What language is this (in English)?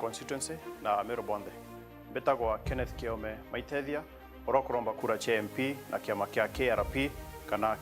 Meru